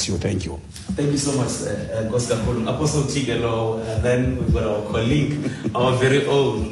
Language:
Xhosa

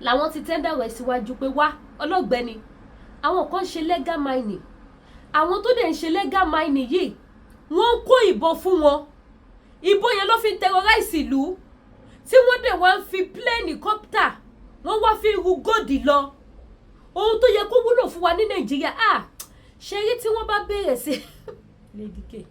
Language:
Yoruba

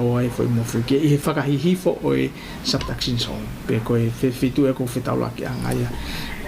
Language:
Tongan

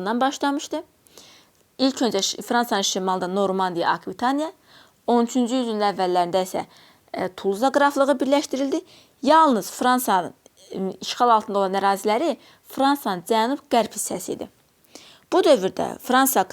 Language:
Azerbaijani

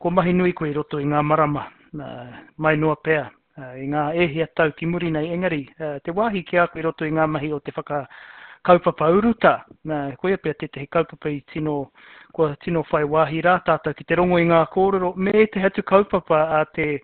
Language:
Māori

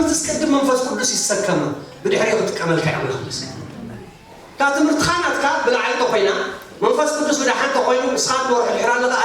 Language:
Tigrinya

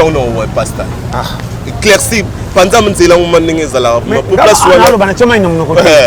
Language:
Lingala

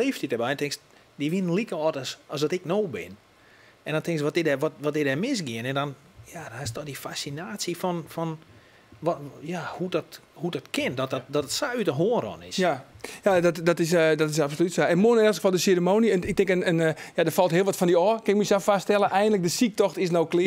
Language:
Western Frisian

